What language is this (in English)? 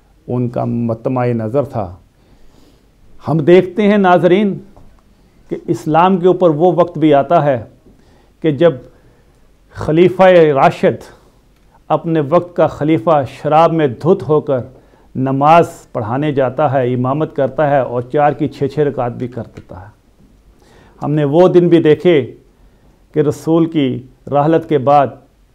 Urdu